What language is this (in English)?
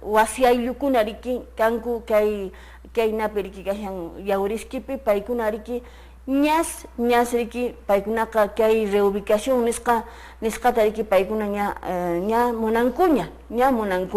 Quechua